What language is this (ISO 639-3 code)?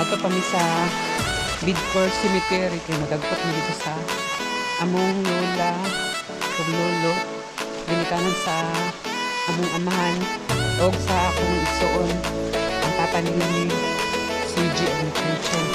ceb